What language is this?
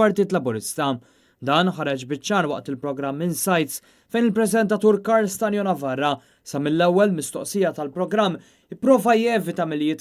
Maltese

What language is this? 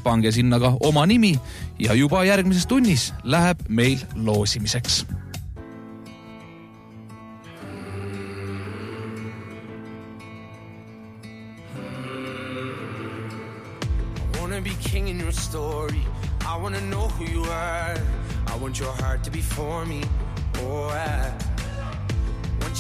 Estonian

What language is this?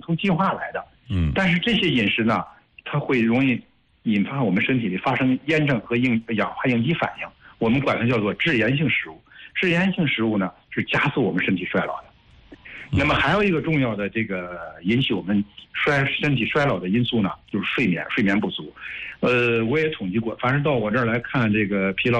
Chinese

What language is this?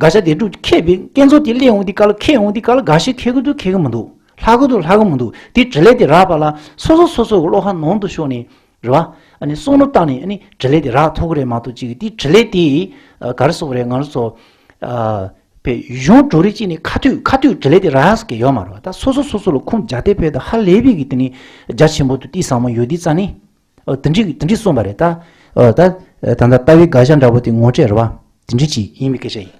Tibetan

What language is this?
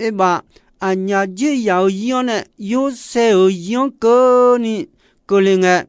Akha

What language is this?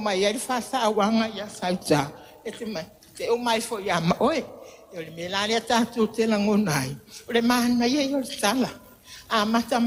Samoan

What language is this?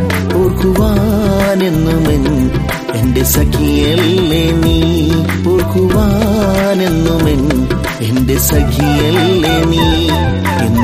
Malayalam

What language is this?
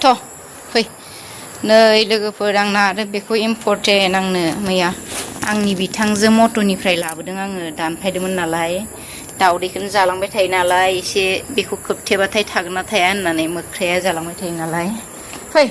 Bodo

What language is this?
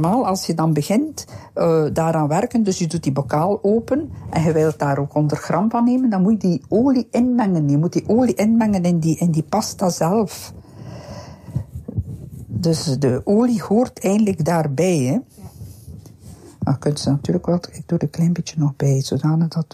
Dutch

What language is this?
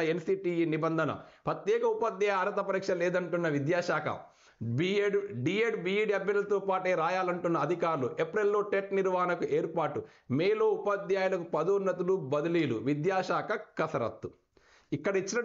Telugu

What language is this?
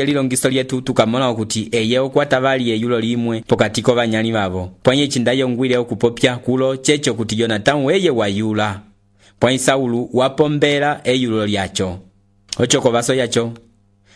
Umbundu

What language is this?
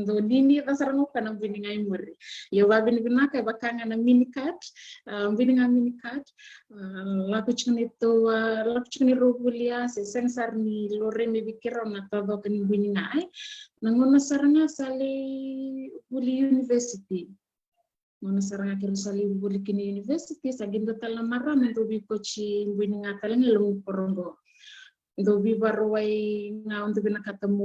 Fijian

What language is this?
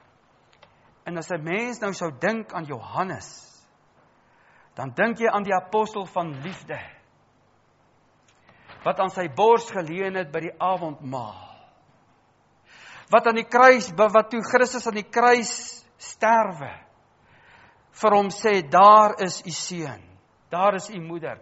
Afrikaans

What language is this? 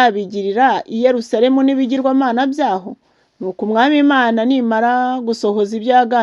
Kinyarwanda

